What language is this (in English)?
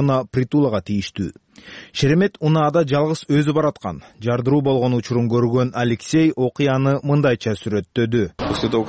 Kyrgyz